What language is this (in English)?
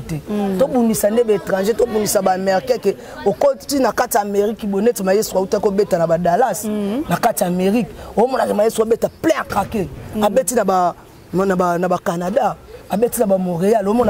Lingala